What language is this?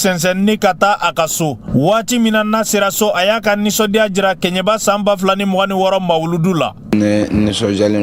Bambara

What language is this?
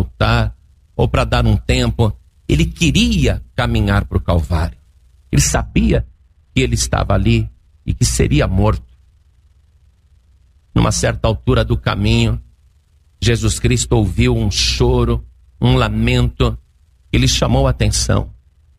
Portuguese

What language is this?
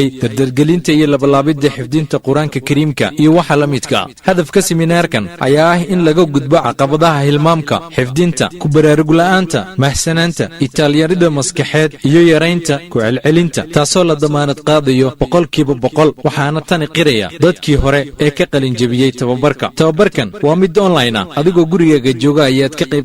Somali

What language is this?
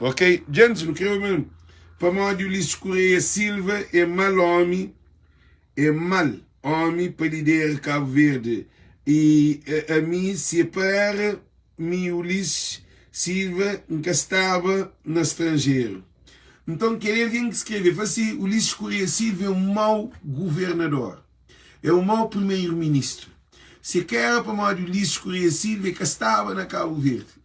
Kabuverdianu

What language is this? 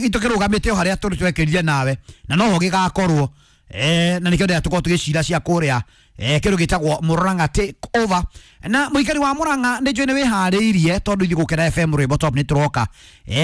Kikuyu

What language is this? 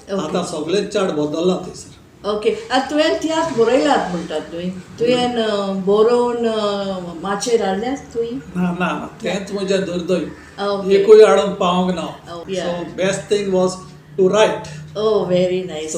Konkani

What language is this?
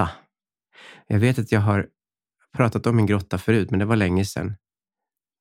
Swedish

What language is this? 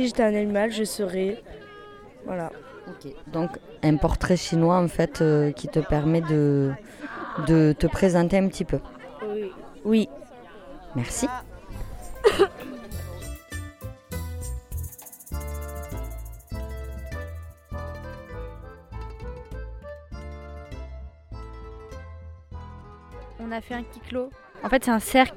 French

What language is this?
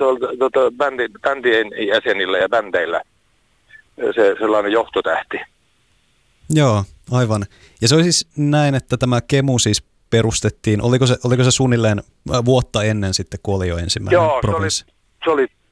Finnish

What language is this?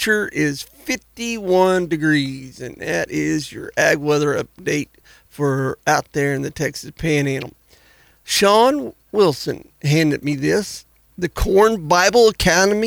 English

